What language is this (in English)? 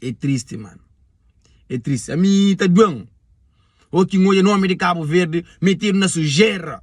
Kabuverdianu